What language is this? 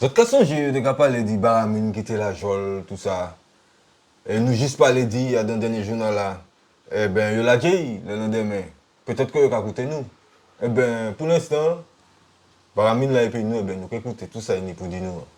Guadeloupean Creole French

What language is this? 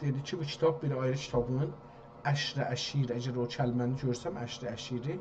South Azerbaijani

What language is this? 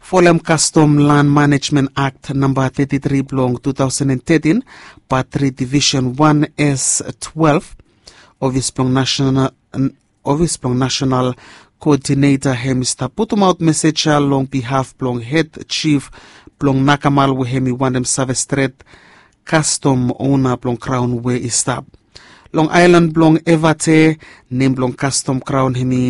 Bislama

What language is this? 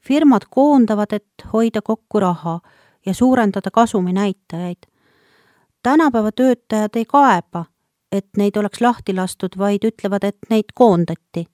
Estonian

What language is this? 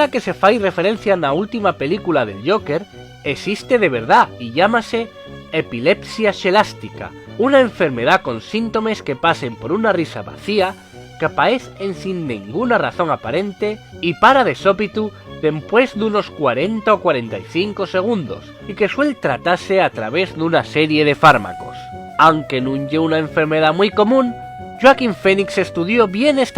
Asturian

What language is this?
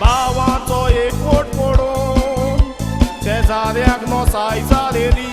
Konkani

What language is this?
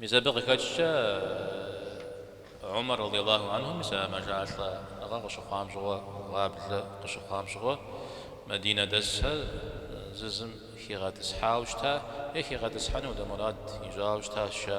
Kabardian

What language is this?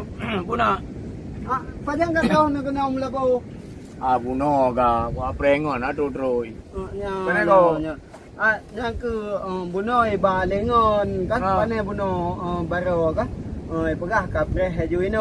Achinese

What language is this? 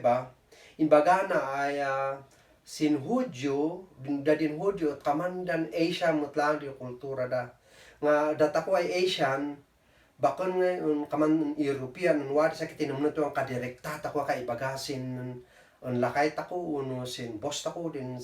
Kankanaey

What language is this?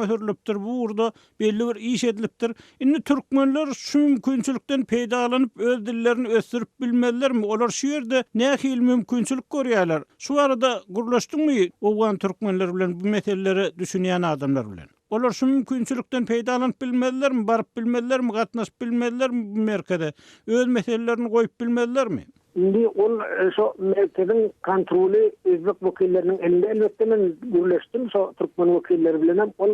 Turkmen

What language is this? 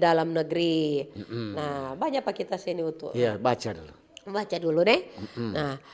Manado Malay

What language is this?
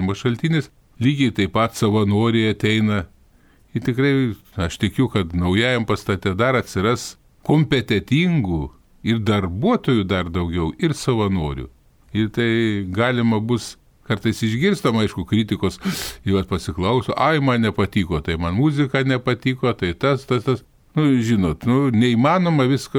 Lithuanian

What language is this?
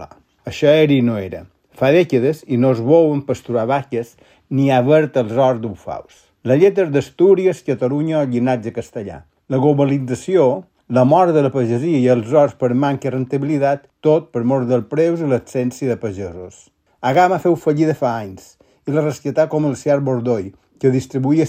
Catalan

